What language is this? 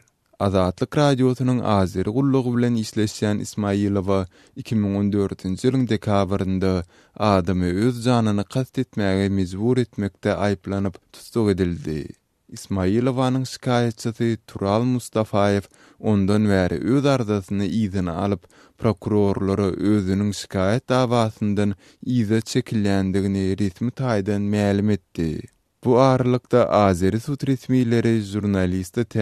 Turkmen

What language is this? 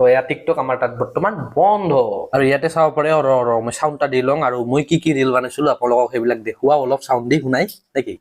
Assamese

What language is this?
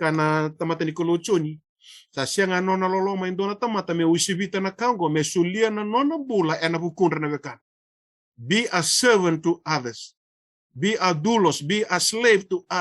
Fijian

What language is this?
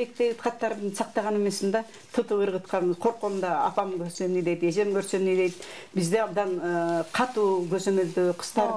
Kyrgyz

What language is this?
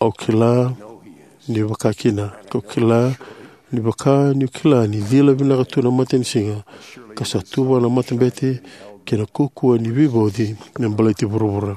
Fijian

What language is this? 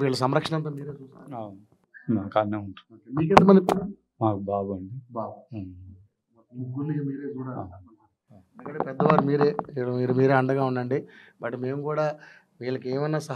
Telugu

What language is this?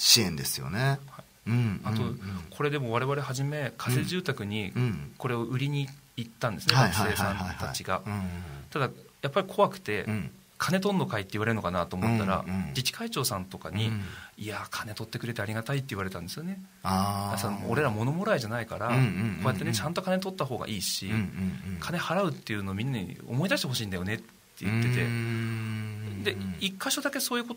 Japanese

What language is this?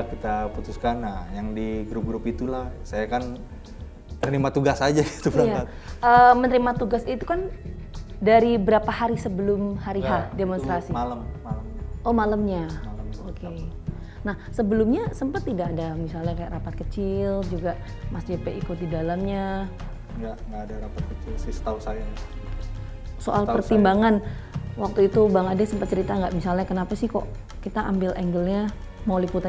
Indonesian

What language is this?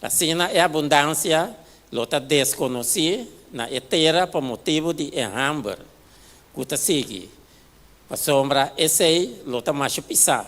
Papiamento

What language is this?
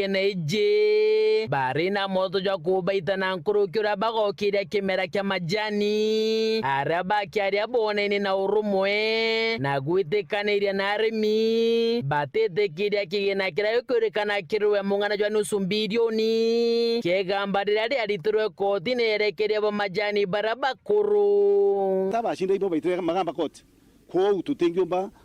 Meru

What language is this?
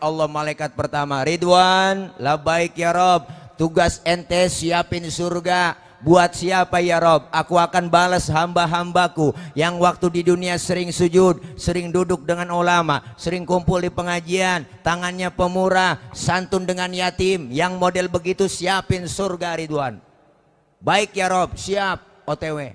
Betawi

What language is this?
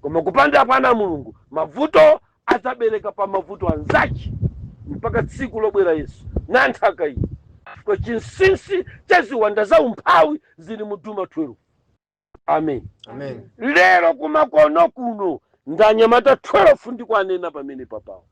Nyanja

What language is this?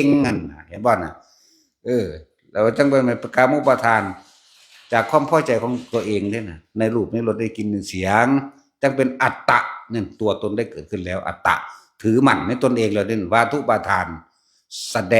Northeastern Thai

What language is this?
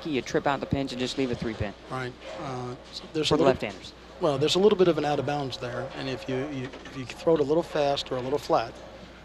English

